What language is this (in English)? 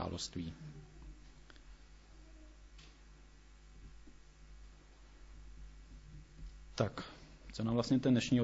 Czech